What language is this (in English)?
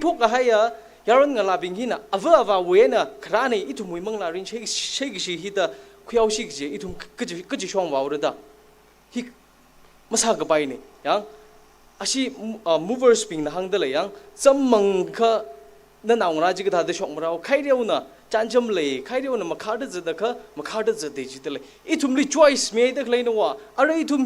Tangkhul Naga (India)